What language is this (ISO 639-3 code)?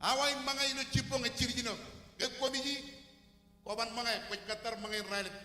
mah